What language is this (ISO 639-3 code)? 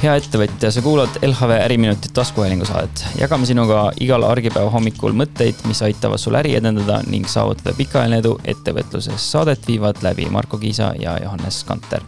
est